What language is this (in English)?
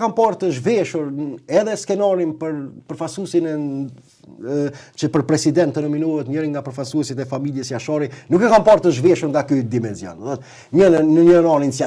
Albanian